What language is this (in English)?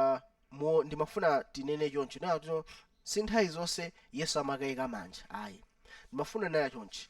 Nyanja